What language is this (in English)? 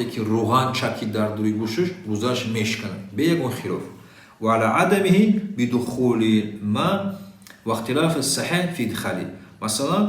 Tajik